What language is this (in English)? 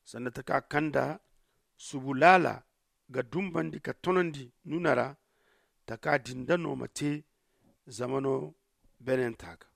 Zarma